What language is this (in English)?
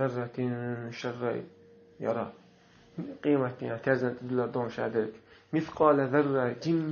Chechen